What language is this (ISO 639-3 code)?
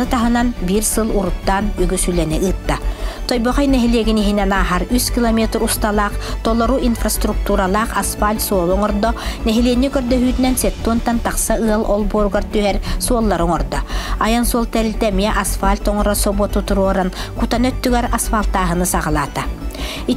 sah